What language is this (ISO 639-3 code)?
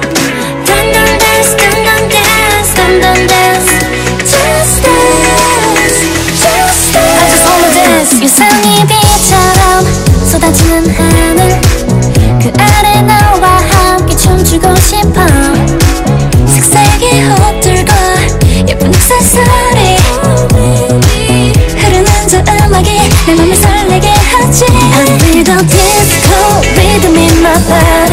kor